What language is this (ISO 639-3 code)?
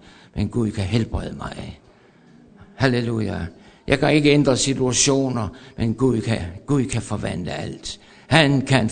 dan